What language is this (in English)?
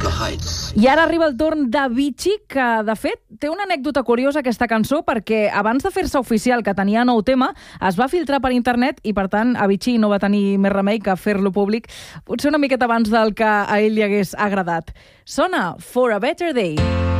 Catalan